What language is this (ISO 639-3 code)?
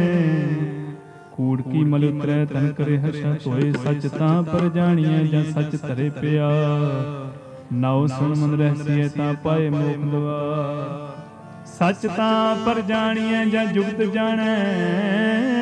pan